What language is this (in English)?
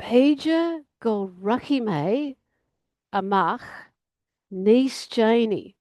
Irish